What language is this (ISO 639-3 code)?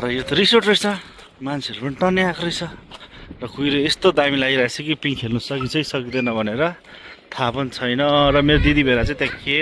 nep